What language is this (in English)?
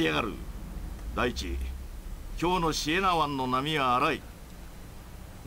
Japanese